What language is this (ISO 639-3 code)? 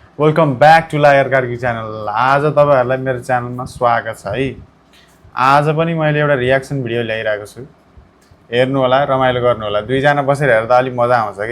nep